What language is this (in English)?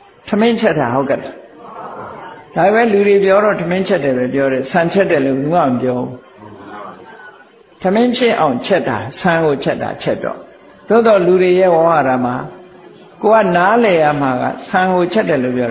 Burmese